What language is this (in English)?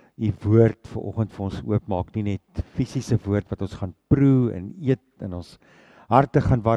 Afrikaans